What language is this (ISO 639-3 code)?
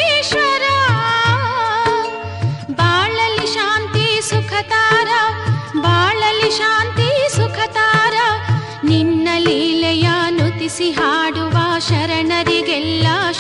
kan